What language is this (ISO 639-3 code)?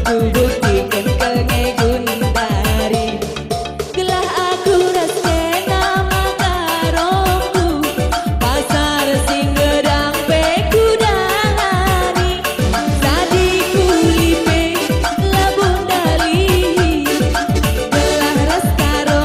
btx